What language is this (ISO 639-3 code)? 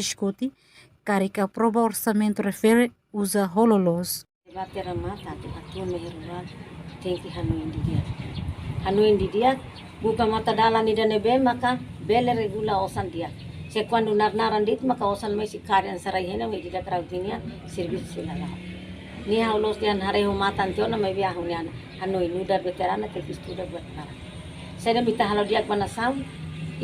tet